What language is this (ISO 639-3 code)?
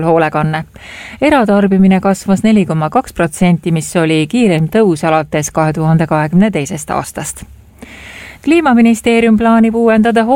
est